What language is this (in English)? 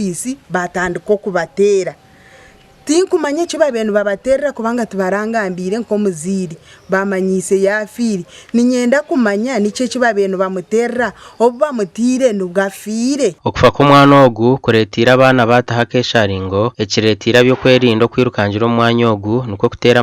Nyankole